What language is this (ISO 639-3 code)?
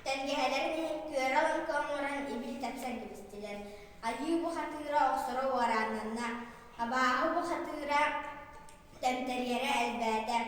sah